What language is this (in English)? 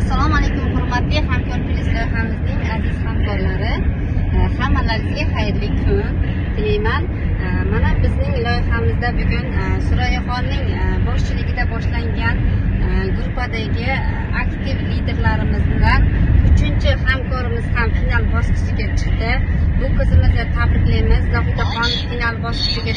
Uzbek